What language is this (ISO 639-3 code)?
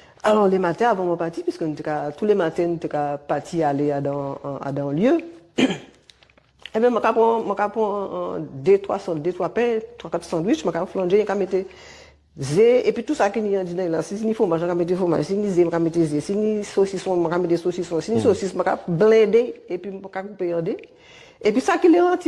gcf